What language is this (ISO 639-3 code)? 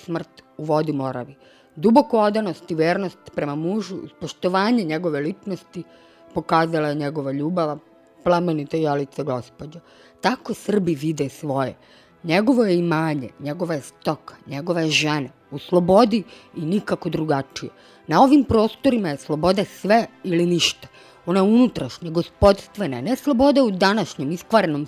srp